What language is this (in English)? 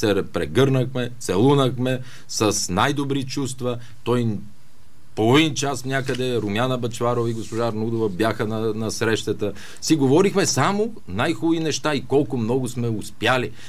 Bulgarian